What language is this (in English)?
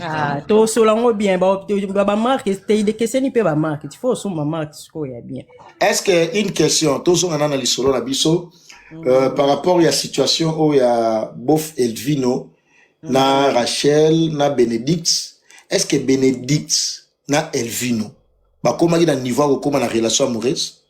Lingala